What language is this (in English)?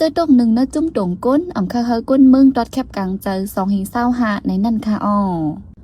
Shan